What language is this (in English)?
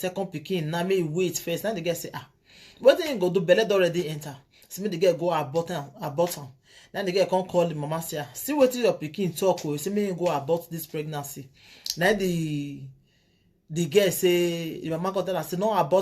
Nigerian Pidgin